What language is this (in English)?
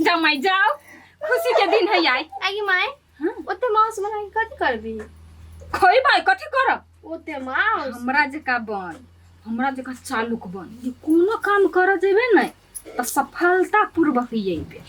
Maithili